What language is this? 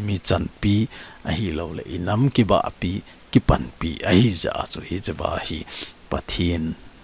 Thado Chin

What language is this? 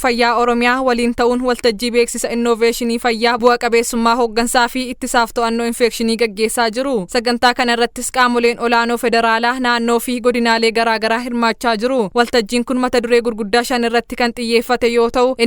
Oromo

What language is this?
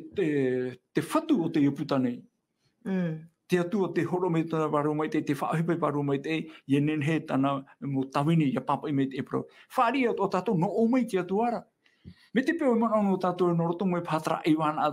Tahitian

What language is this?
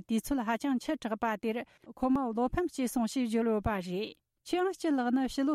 Tibetan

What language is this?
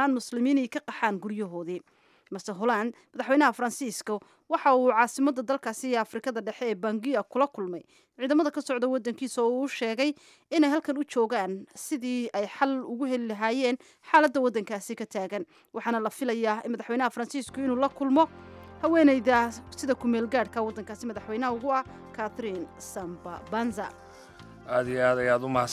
Somali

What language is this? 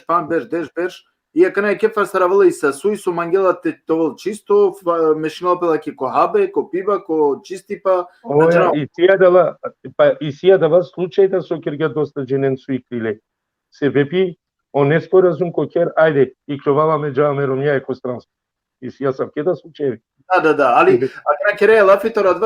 Balkan Romani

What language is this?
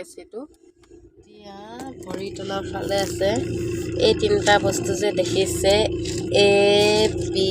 Assamese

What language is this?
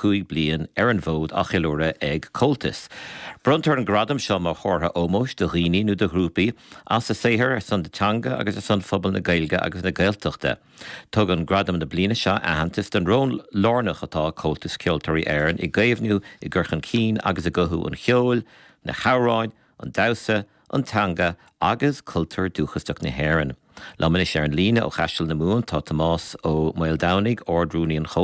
Irish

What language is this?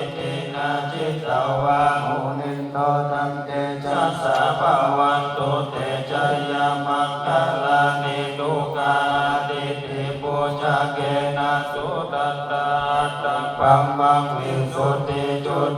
Pali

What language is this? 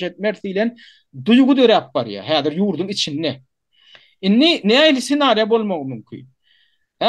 Turkmen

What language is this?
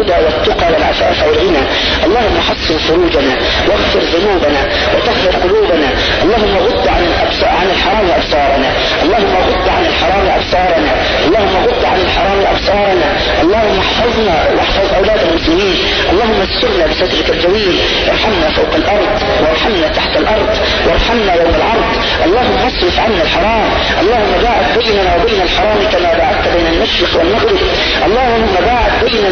Arabic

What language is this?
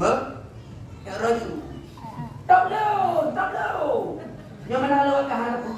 Achinese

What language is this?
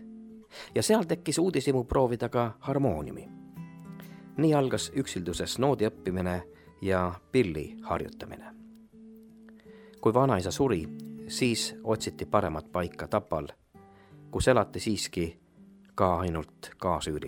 Estonian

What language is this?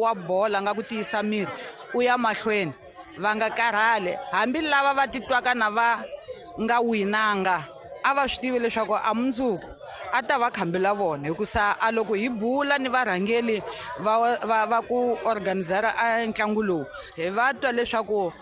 Tsonga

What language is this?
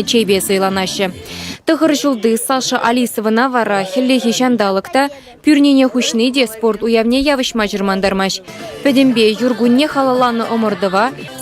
Chuvash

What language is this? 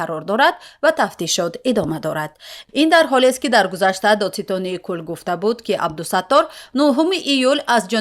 Tajik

